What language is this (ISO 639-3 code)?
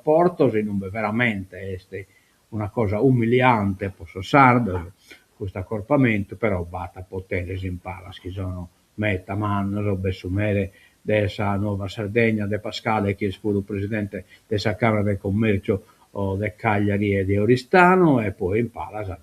srd